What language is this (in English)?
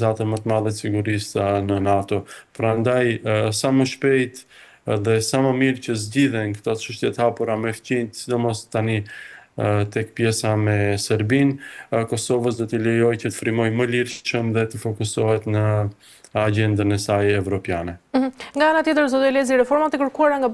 Albanian